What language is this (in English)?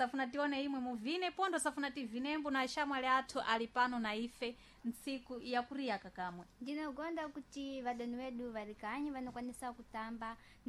Sena